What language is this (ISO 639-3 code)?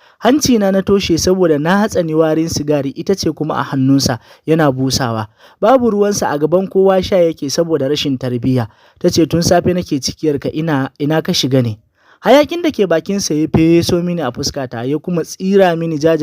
hau